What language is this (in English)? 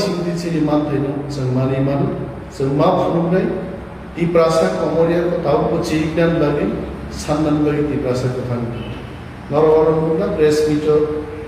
Kok Borok